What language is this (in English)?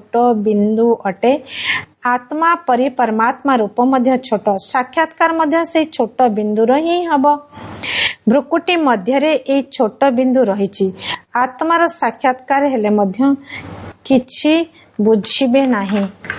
Odia